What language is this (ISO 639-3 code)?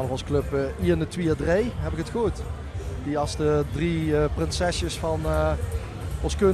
lim